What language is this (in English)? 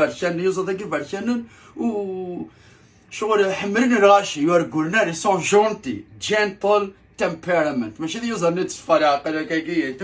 Kabyle